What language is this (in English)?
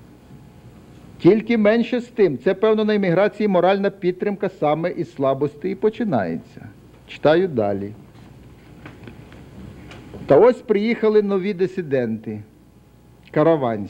Ukrainian